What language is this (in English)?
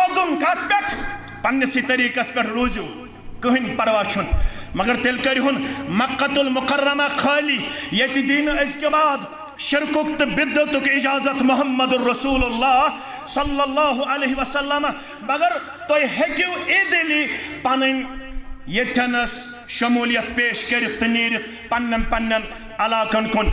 Kashmiri